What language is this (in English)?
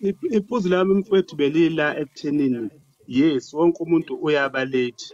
Zulu